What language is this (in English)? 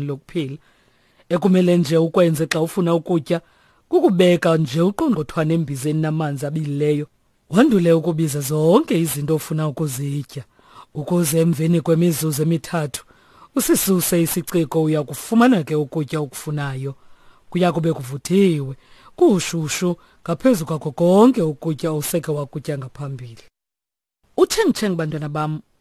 Xhosa